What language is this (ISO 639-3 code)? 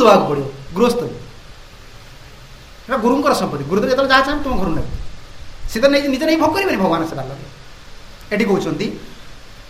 ori